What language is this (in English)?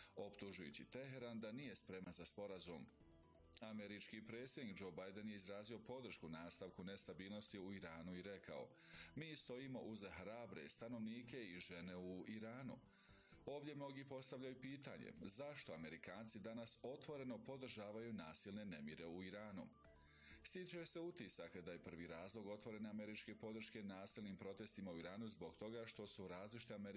Bosnian